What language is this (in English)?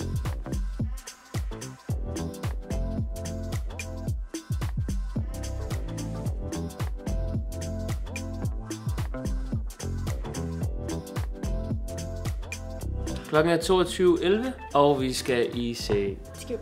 Danish